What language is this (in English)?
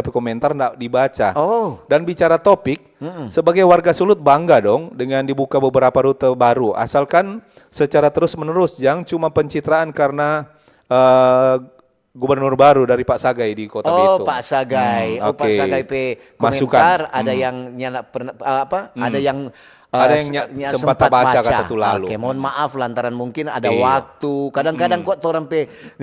Manado Malay